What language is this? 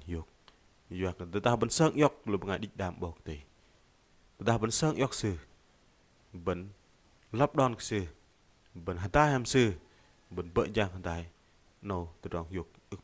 Bahnar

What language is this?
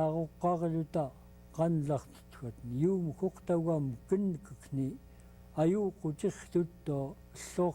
Central Yupik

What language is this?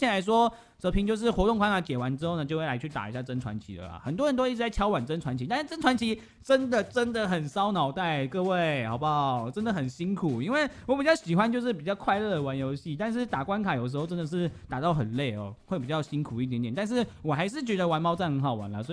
Chinese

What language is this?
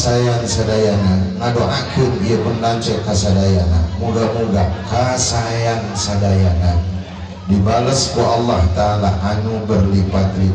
Sundanese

